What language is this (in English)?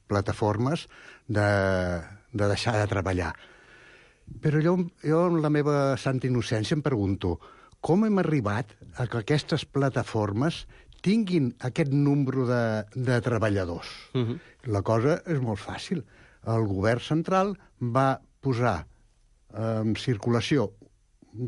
Catalan